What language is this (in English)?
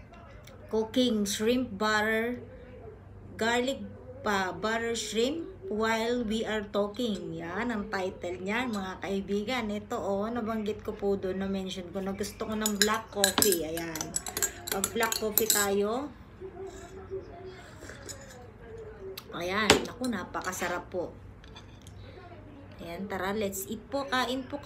Filipino